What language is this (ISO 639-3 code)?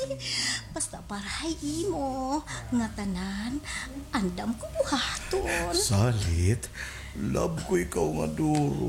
war